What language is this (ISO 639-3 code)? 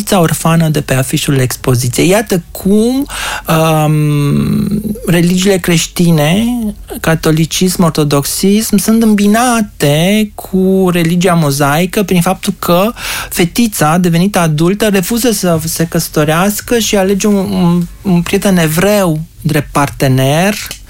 ron